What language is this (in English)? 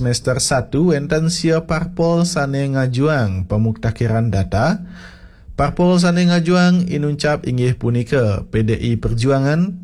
Balinese